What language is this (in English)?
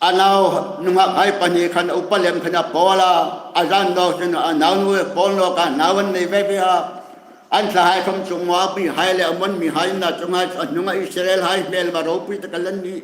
Hmar